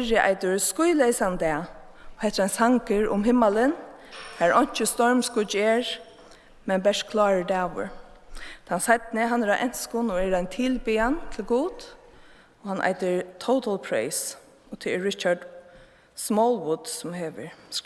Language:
Faroese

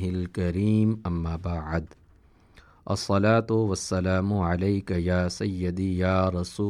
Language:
Urdu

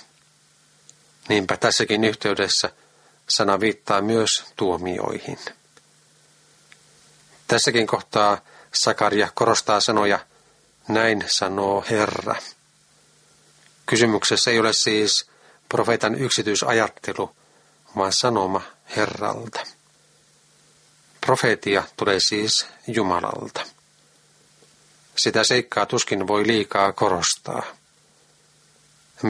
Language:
Finnish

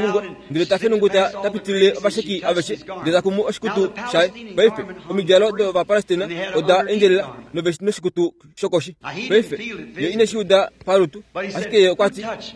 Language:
Kuanyama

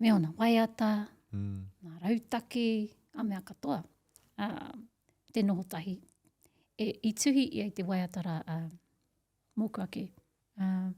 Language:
Māori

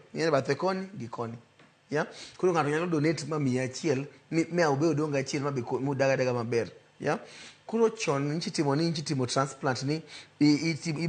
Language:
Luo (Kenya and Tanzania)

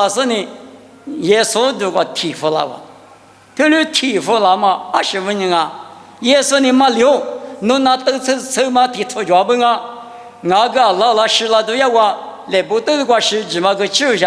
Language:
Lisu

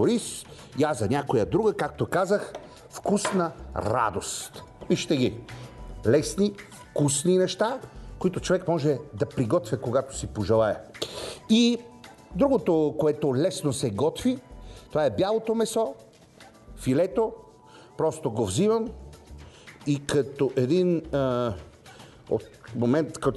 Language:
Bulgarian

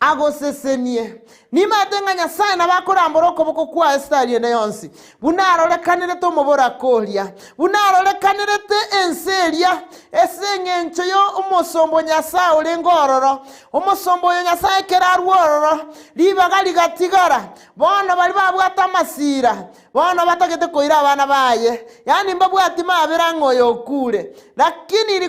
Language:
Gusii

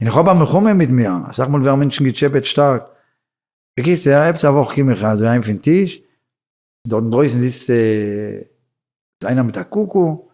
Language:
Yiddish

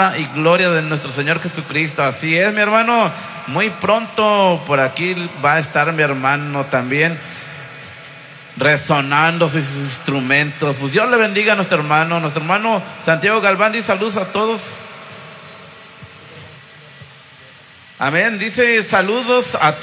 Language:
Spanish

